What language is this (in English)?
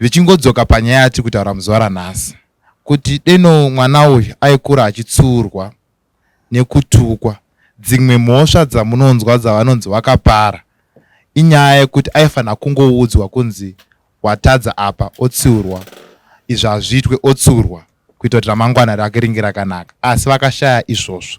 Shona